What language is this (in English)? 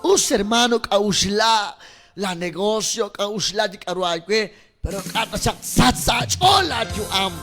Kekchí